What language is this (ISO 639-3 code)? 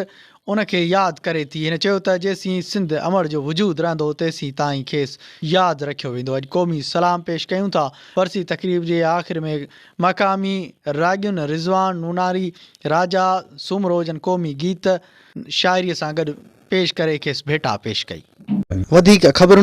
snd